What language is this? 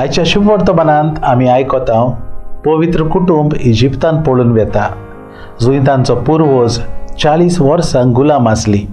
Konkani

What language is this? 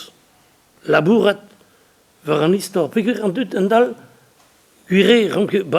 Breton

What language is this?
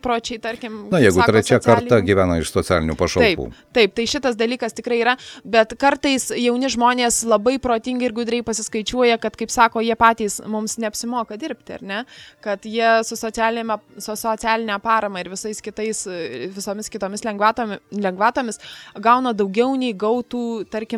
Lithuanian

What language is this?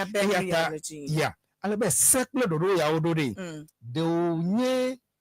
Ewe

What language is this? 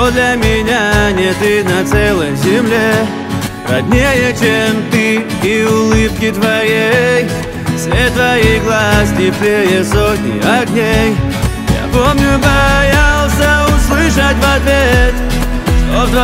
Russian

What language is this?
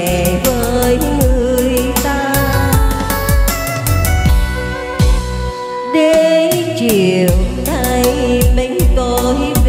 Vietnamese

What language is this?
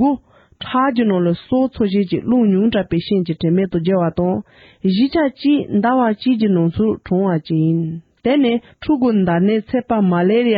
Tibetan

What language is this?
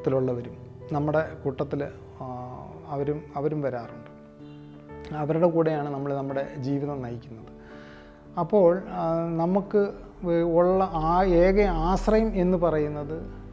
Malayalam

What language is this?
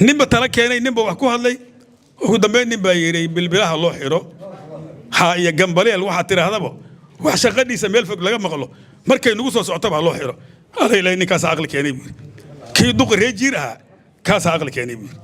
Somali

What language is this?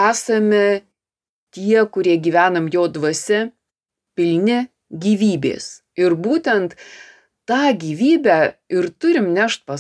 Lithuanian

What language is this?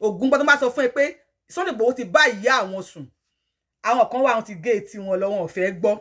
Yoruba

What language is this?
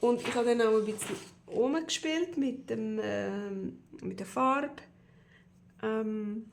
Swiss German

